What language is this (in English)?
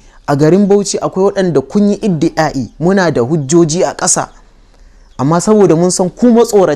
Hausa